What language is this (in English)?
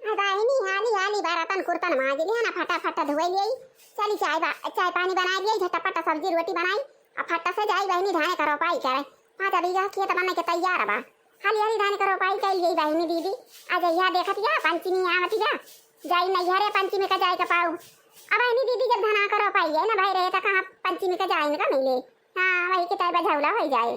Awadhi